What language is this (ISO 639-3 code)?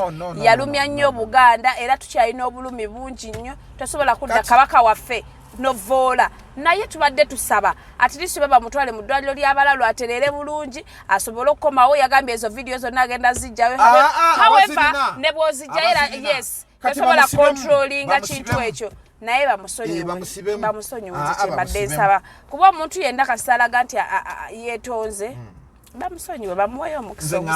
lug